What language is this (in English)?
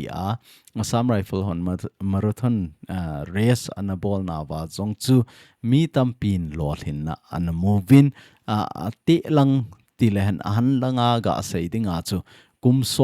Thado Chin